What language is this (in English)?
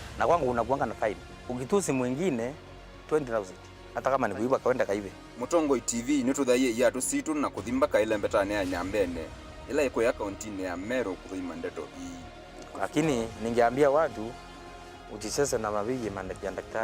Kamba